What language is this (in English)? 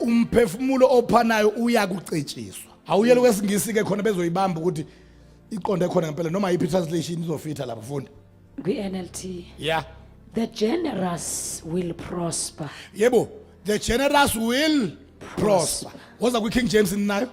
Zulu